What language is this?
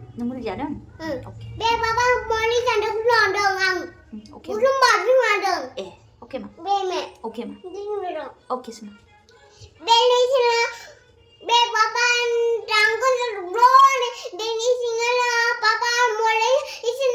Bodo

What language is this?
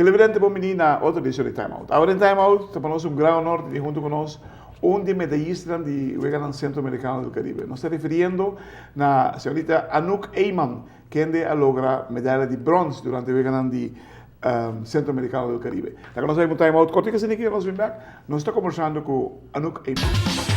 Papiamento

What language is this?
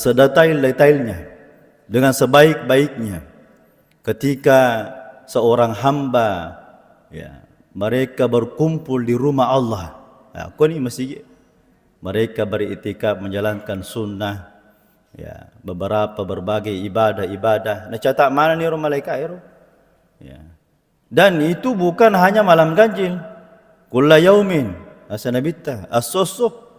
Buginese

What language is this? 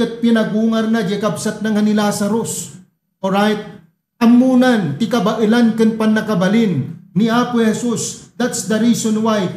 Iloko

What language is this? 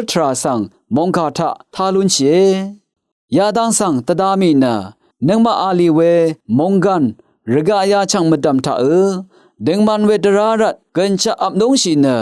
Rawang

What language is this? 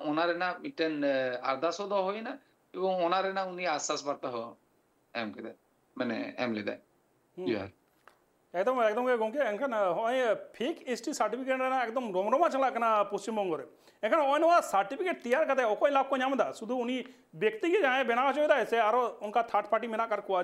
Santali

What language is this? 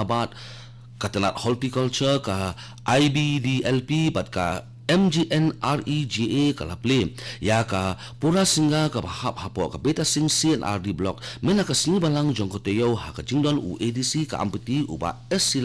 Khasi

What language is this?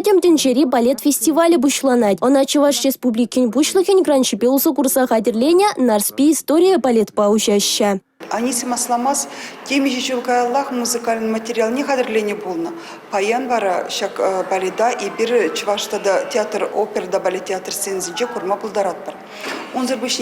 Chuvash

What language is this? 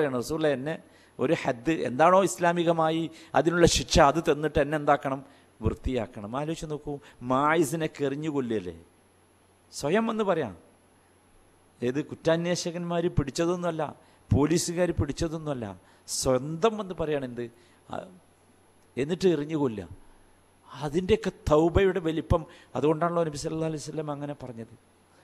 Malayalam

